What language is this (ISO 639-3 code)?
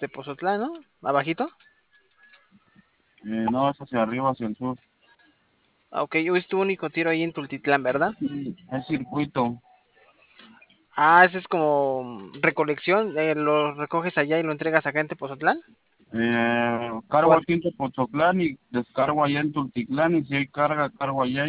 spa